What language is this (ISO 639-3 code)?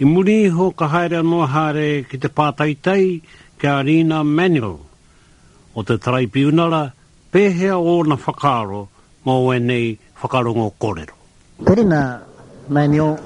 mri